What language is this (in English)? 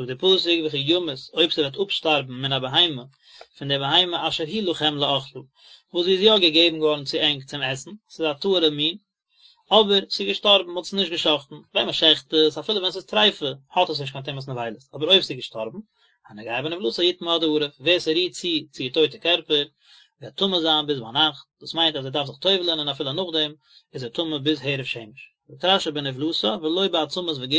Yiddish